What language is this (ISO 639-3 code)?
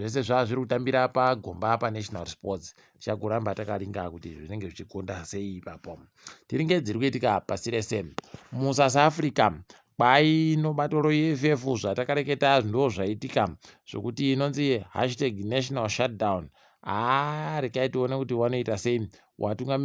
ndc